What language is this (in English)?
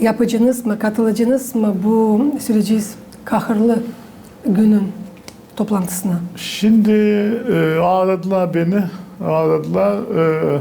Gagauz